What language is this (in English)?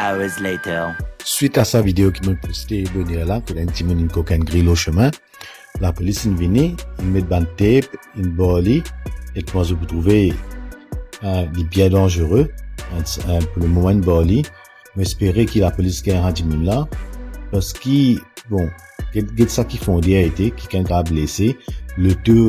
Morisyen